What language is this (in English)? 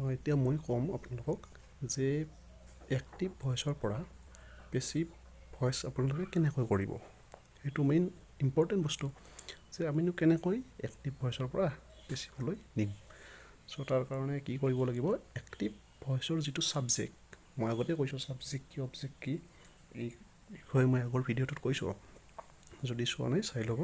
Assamese